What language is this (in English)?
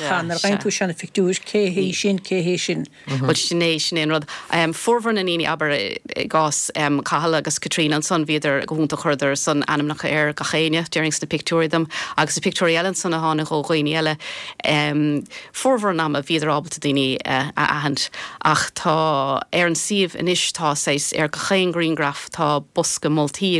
Irish